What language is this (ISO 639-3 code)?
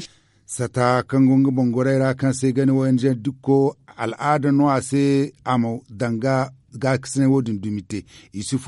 dje